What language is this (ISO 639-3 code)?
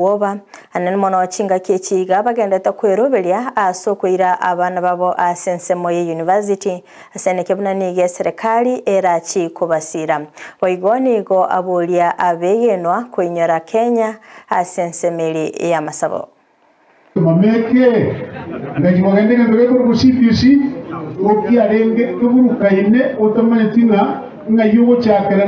guz